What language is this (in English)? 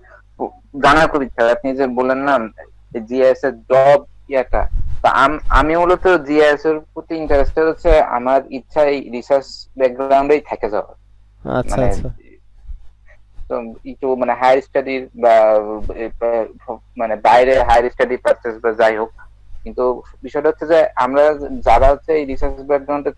Bangla